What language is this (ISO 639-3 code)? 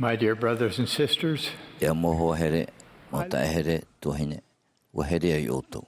tah